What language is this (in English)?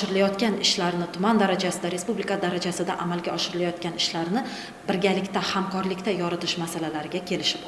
Uzbek